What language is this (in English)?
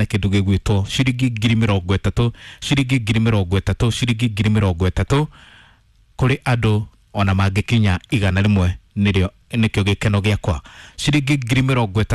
Kikuyu